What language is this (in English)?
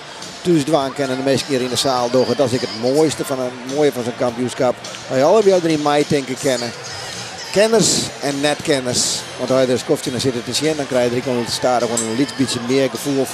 Western Frisian